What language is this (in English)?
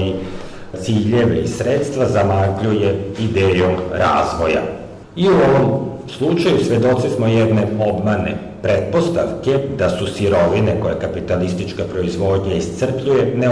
Serbian